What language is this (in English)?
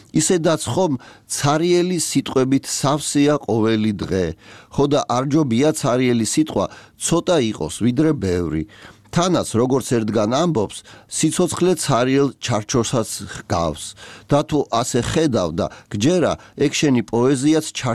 Georgian